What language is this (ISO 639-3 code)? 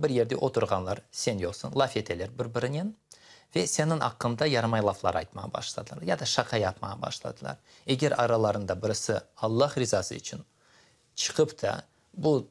crh